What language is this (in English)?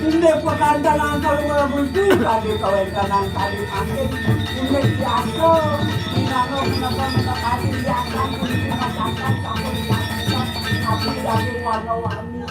Balinese